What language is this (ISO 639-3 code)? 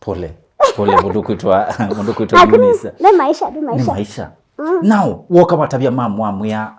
kam